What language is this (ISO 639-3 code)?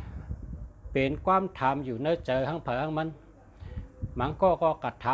shn